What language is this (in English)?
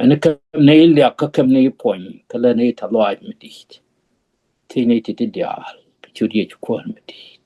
Nuer